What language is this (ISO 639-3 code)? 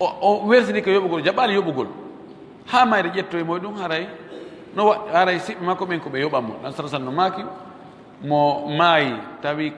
ful